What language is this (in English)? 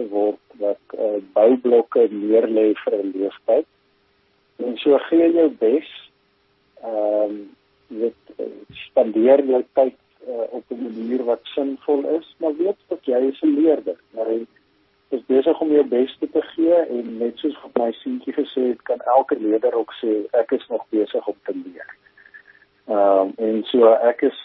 Afrikaans